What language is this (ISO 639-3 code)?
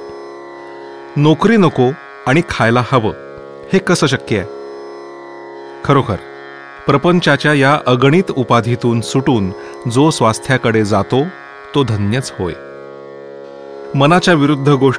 mar